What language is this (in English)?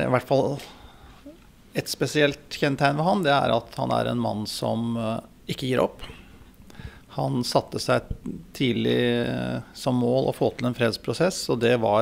Norwegian